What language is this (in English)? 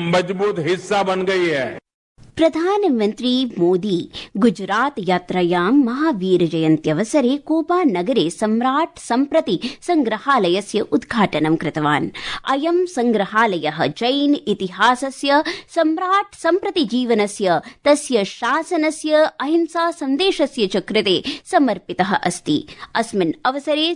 Sanskrit